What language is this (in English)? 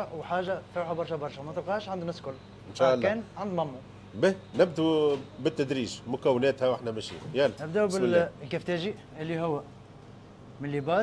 Tunisian Arabic